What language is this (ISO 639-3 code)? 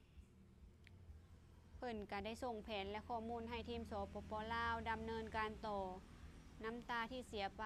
lao